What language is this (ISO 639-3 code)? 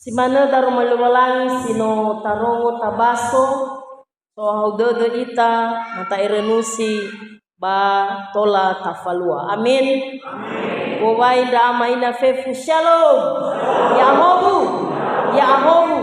nia